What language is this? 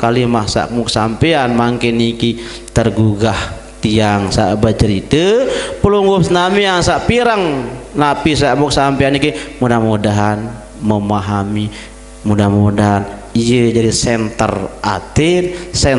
Sasak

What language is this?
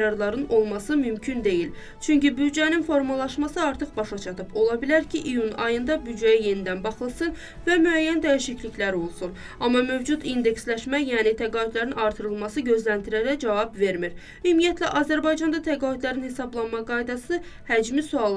Azerbaijani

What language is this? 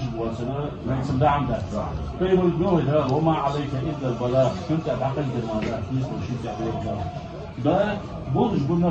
Ingush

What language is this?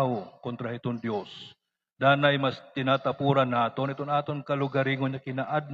Waray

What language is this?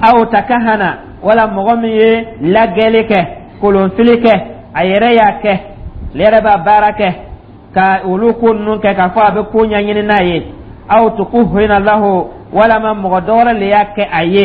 Dyula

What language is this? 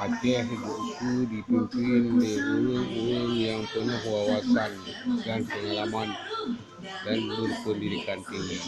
Achinese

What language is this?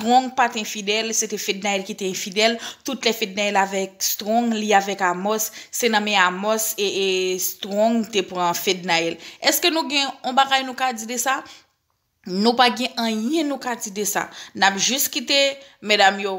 Haitian Creole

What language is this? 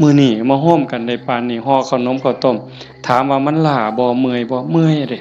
Northeastern Thai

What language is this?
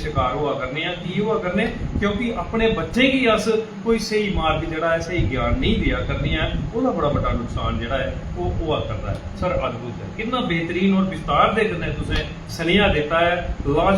Dogri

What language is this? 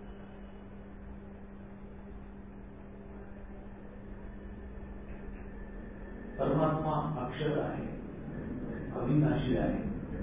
Marathi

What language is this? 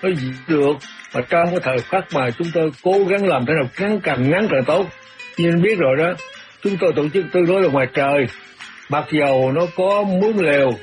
Vietnamese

